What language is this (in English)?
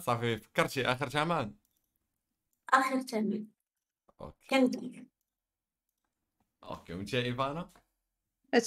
Moroccan Arabic